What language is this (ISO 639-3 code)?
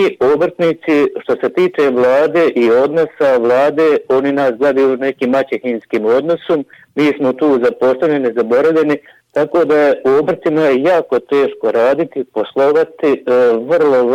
bos